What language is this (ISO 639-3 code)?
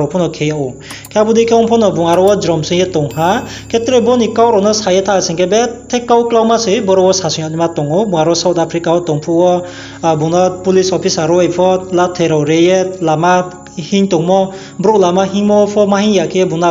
ria